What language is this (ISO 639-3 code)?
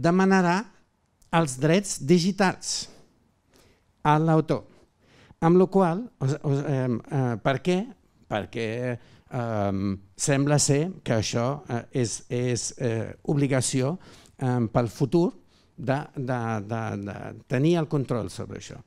cat